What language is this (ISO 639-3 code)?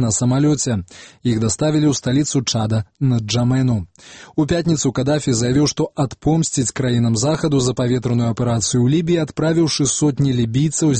bel